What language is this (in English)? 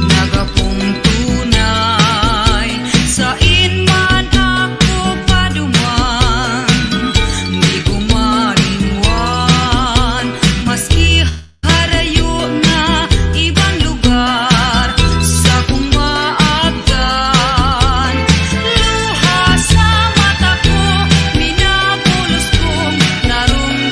Bikol